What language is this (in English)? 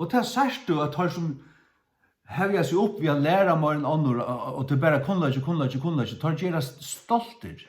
Faroese